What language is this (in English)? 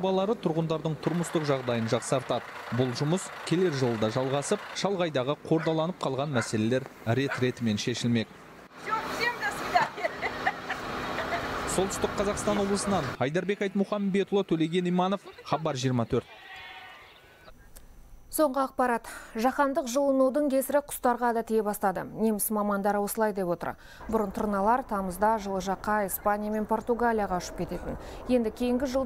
Kazakh